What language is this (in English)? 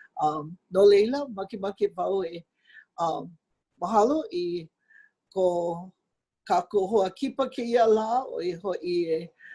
Hawaiian